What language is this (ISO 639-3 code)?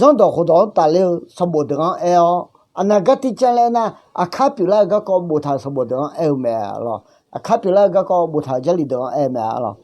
ahk